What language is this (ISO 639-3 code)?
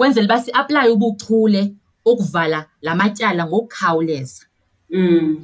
xho